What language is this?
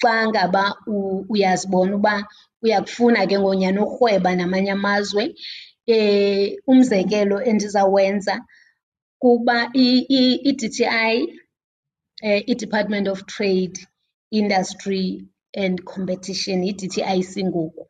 Xhosa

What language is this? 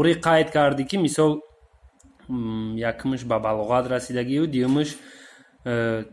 Tajik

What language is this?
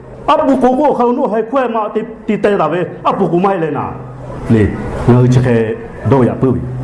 Lahu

